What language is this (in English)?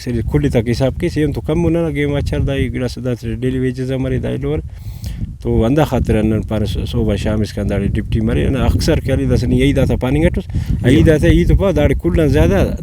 Brahui